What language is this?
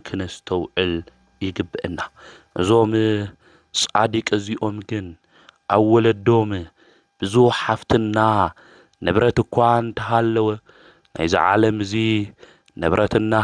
Tigrinya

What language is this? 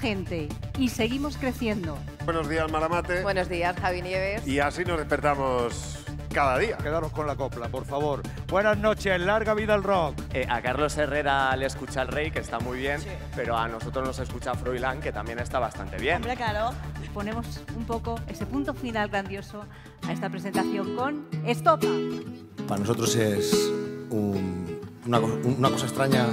Spanish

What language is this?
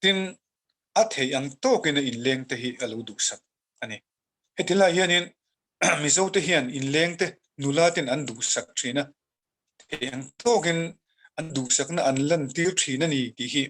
Mizo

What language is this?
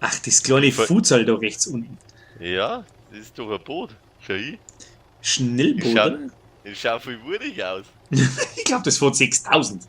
Bavarian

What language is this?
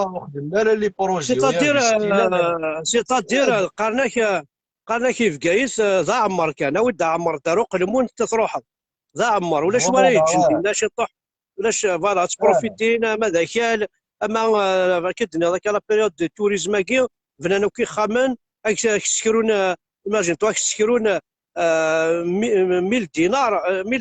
Kabyle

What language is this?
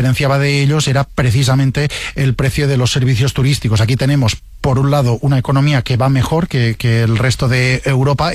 Spanish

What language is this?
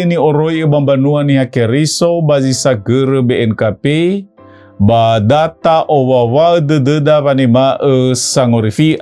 Nias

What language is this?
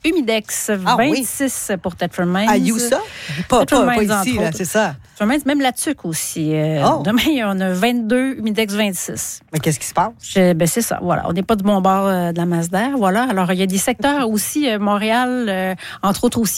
French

